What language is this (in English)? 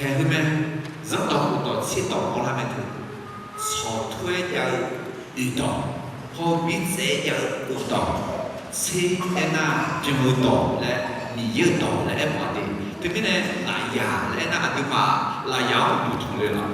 Akha